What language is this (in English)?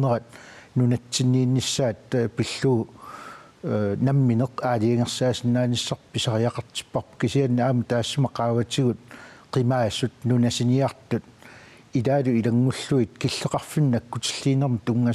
Kalaallisut